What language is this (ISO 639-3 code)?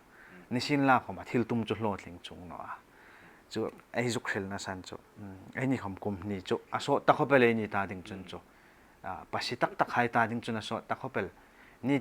hmr